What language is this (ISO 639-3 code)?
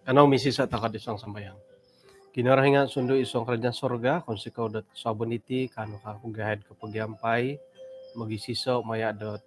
dtp